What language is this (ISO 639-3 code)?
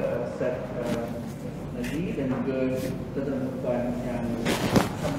msa